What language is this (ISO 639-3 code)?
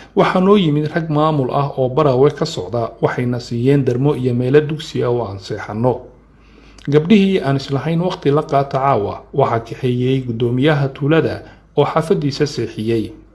som